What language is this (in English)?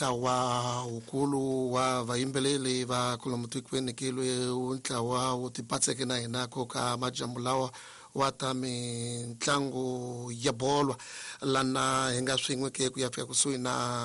Tsonga